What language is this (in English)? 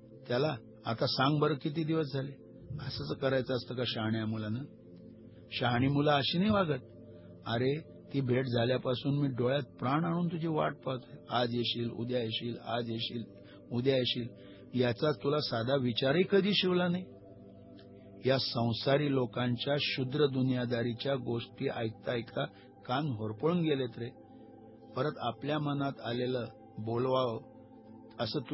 Marathi